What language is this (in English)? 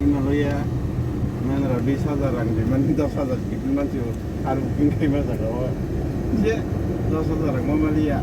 Kok Borok